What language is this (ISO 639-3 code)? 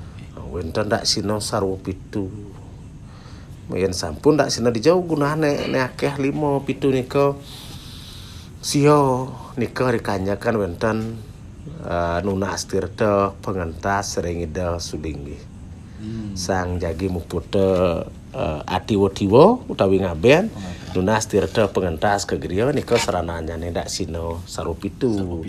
ban